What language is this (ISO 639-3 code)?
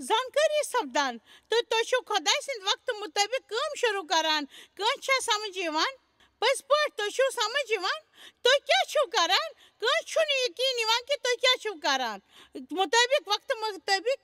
kas